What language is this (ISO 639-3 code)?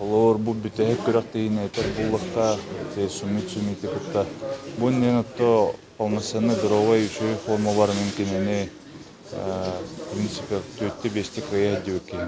sah